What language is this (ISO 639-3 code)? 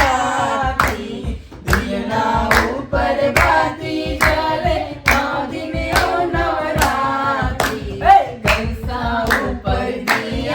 hne